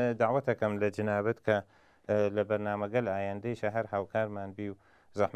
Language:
Central Kurdish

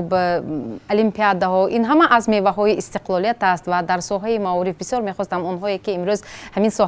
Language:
Tajik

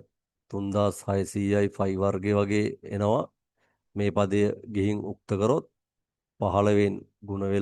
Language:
Sinhala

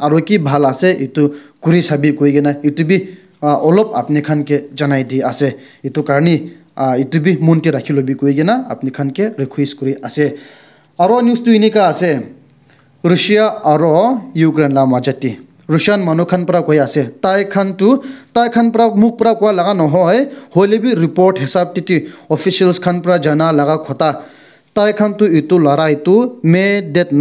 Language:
Naga Pidgin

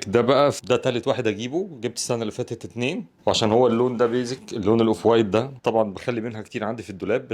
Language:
Egyptian Arabic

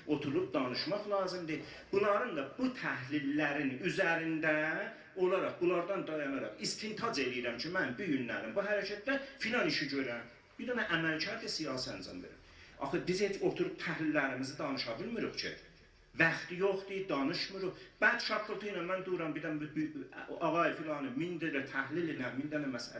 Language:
South Azerbaijani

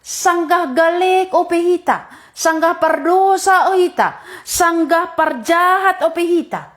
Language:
Batak Simalungun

